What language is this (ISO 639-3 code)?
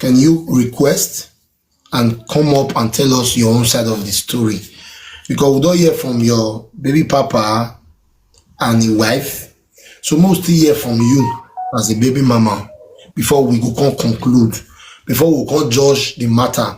pcm